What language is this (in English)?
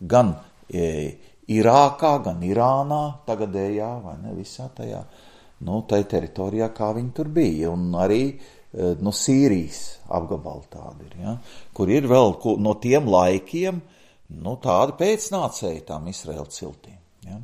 Latvian